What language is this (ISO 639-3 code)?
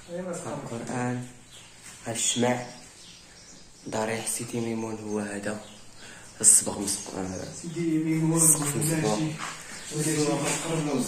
ary